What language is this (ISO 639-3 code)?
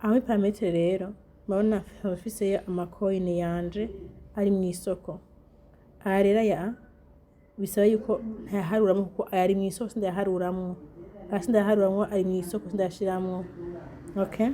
run